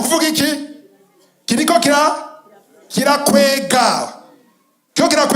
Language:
Rundi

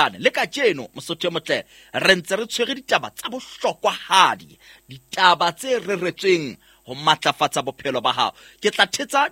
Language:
Southern Sotho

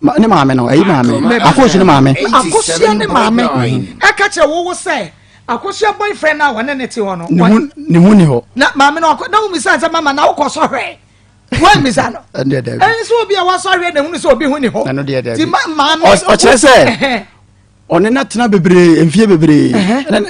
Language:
Akan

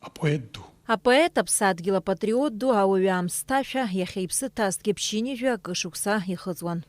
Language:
Abkhazian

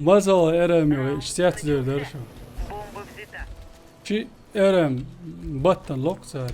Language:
Chechen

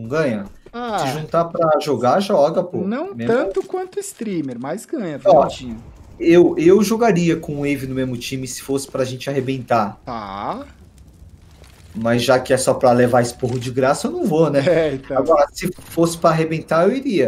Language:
Portuguese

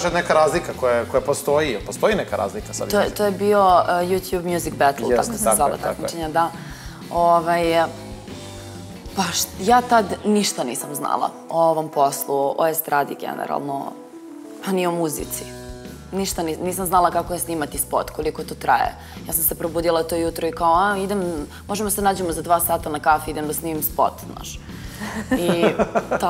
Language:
Serbian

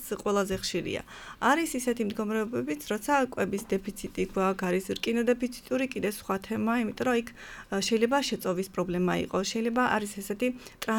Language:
Georgian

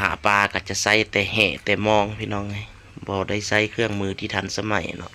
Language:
Lao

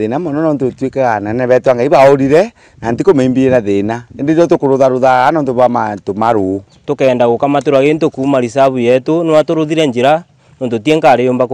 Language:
Meru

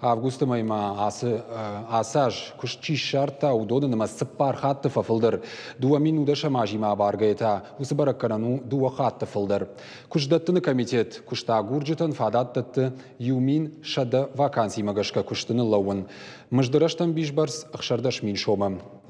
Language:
Ossetic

